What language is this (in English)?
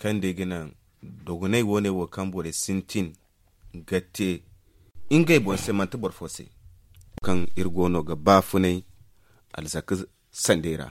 Zarma